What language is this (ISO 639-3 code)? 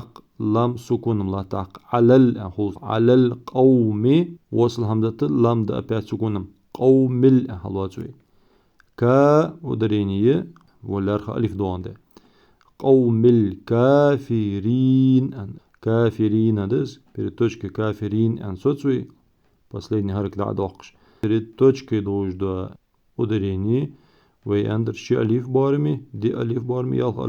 inh